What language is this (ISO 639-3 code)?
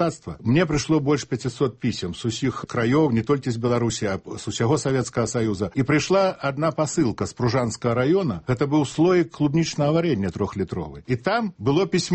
bel